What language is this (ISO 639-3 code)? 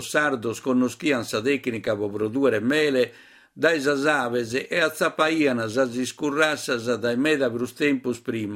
srd